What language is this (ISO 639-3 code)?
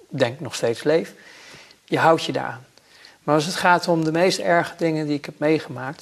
nld